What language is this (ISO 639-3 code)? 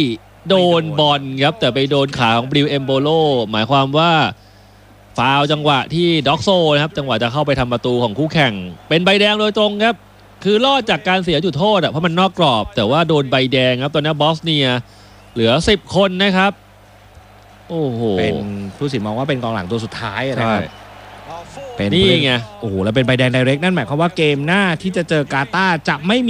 tha